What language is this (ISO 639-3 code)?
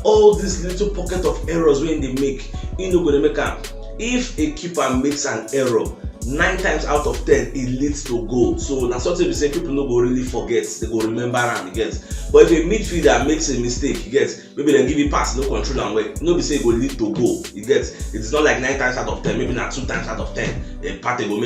pcm